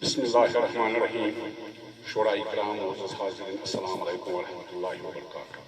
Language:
Kashmiri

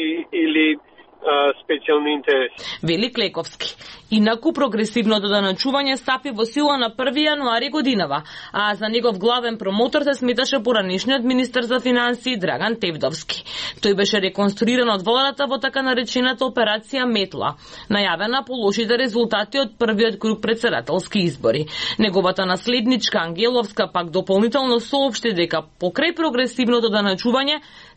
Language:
Macedonian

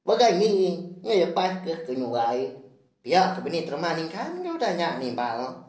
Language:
Iban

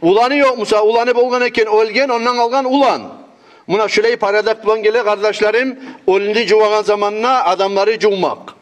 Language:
Kumyk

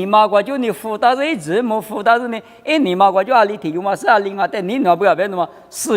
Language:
Lisu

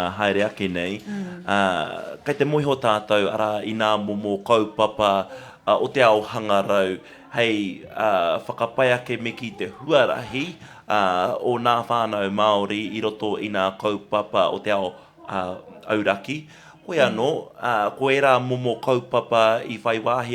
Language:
Māori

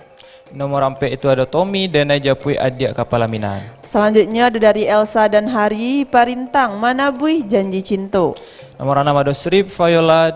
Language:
Minangkabau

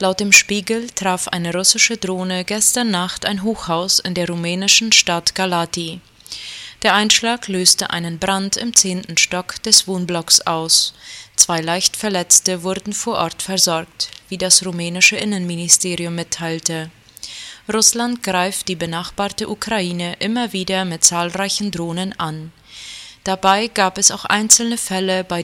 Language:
German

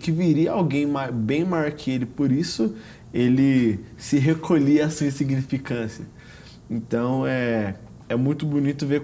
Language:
Portuguese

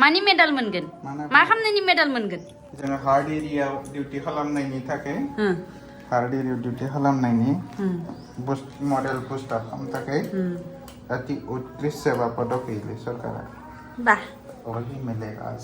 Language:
Bodo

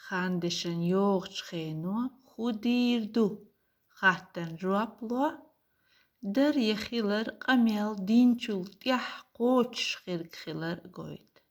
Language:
Chechen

